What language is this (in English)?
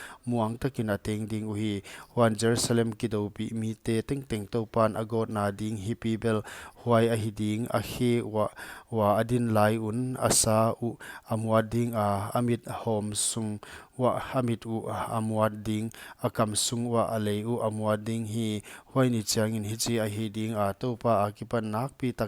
Paite Chin